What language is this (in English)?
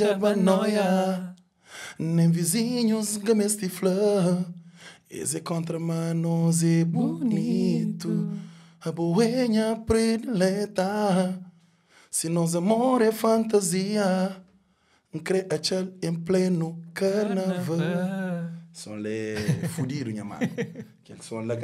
Kabuverdianu